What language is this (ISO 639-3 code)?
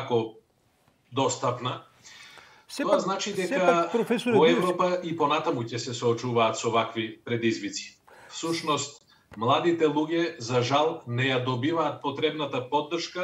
mkd